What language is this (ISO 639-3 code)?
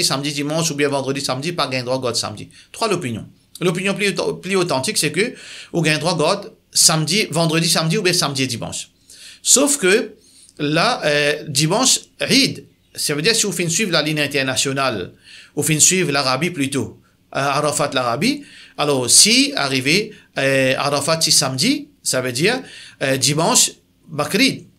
mfe